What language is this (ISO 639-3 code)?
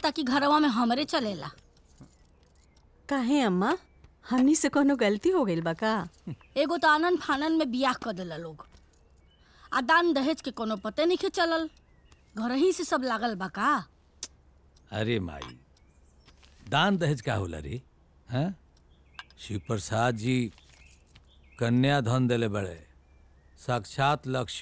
bho